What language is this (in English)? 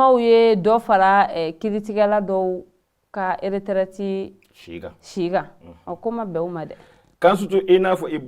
Bambara